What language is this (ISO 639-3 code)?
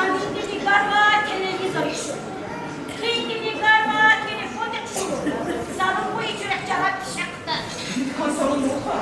tab